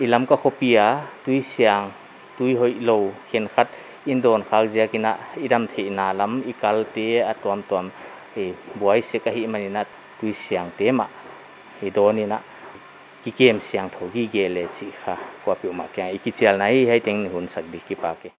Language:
Paite Chin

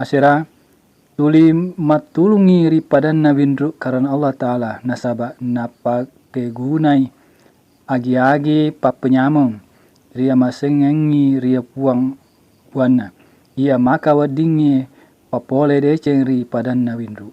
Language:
Buginese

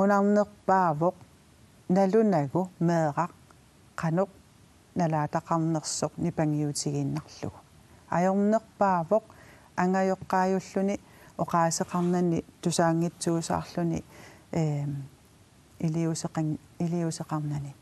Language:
Kalaallisut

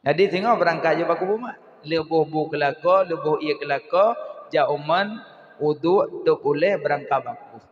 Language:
Achinese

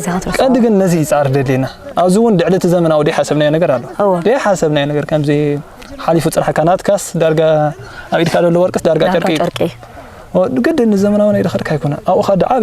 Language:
Tigrinya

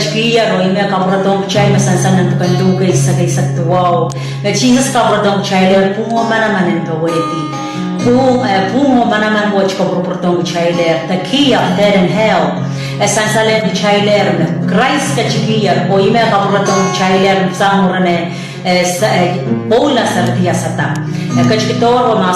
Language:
Pohnpeian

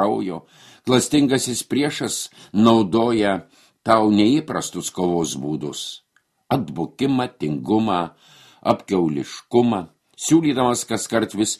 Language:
Lithuanian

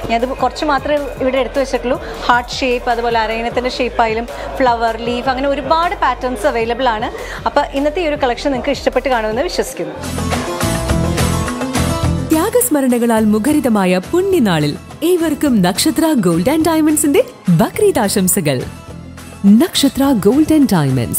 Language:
Malayalam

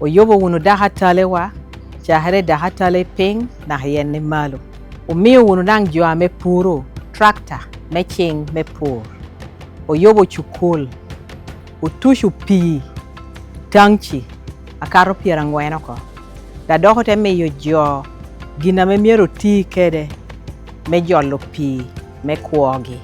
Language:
Lango (Uganda)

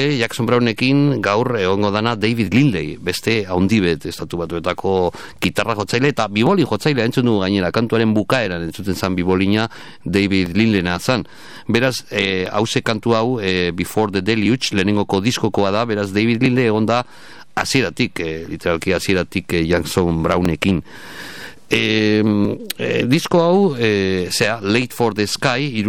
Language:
Basque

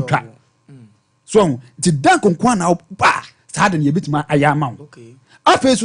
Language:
Akan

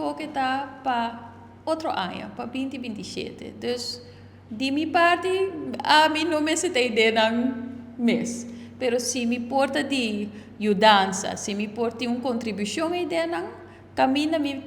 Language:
Papiamento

